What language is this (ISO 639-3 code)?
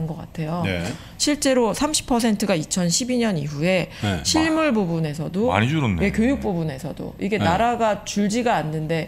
kor